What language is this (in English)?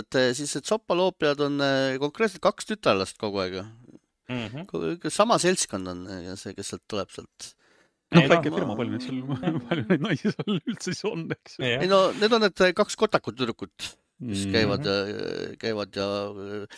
Estonian